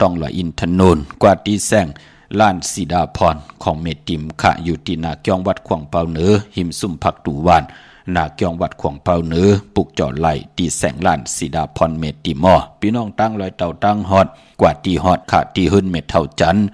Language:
Shan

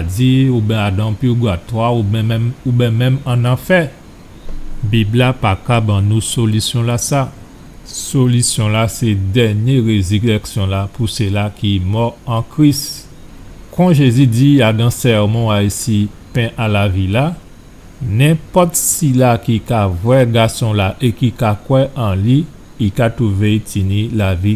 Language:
Guadeloupean Creole French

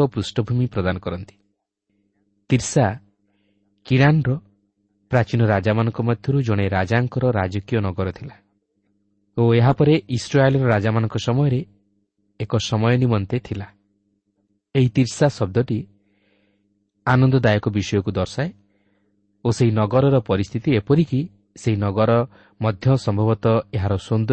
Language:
Odia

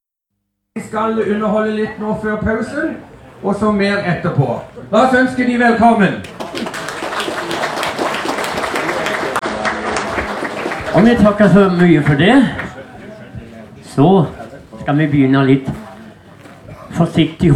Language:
Norwegian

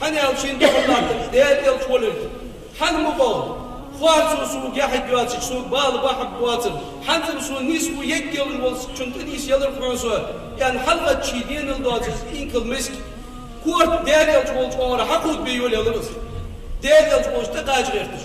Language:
Ingush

